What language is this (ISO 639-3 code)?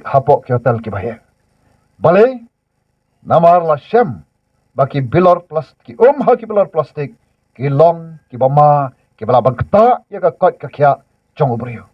kha